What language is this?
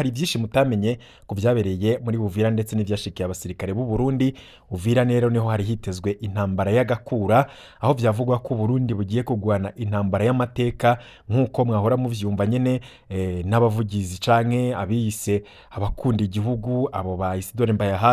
Rundi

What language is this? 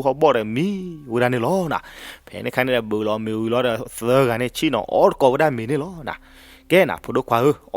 S'gaw Karen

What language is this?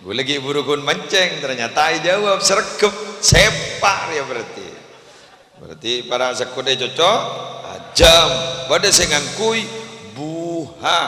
Madurese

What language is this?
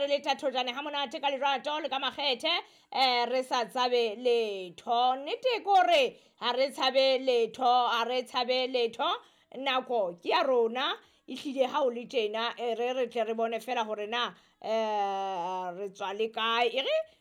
Southern Sotho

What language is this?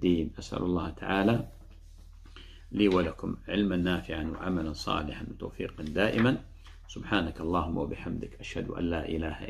Arabic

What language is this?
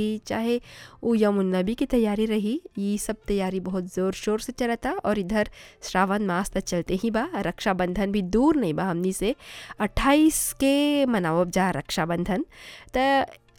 Bhojpuri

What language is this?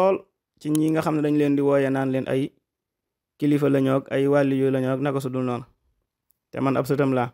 Wolof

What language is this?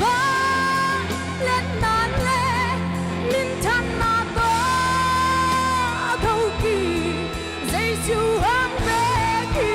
Paite Chin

